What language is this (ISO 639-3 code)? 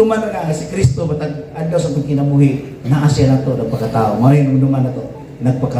ceb